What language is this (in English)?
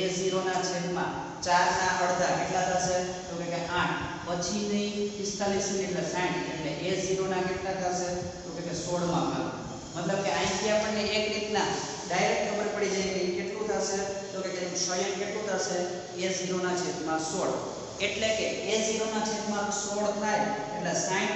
Gujarati